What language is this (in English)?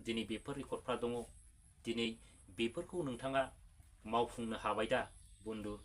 Bodo